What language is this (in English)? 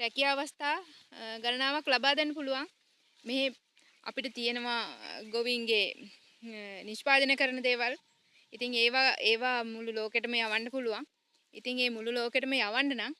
Sinhala